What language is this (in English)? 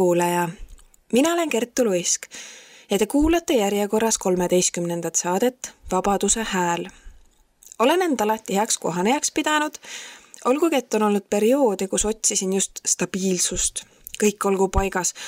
Estonian